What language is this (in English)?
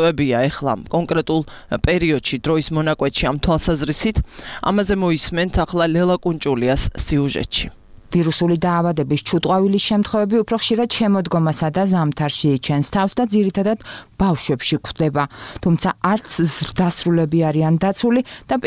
Georgian